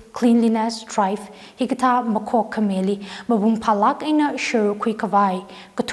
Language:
Tangkhul Naga (India)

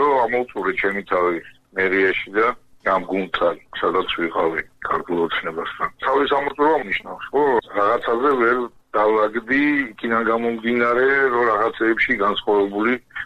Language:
Georgian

